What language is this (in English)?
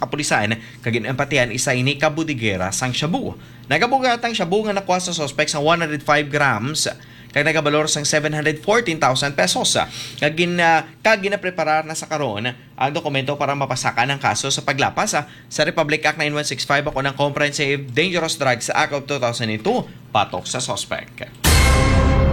Hiligaynon